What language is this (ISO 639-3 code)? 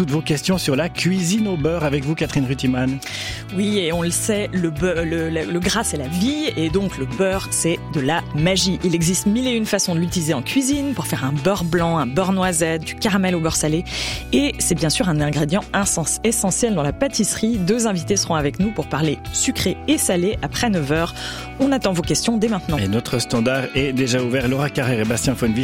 fra